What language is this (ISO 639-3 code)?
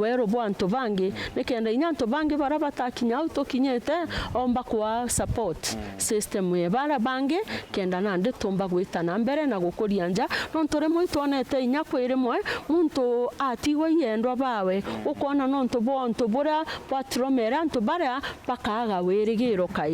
mer